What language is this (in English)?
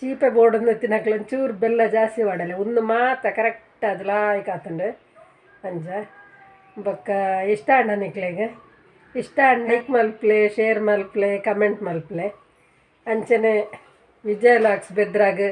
Tulu